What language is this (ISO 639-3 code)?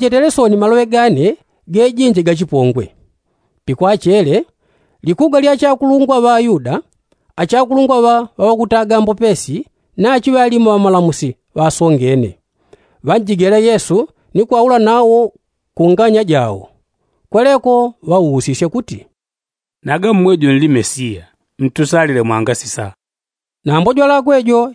yao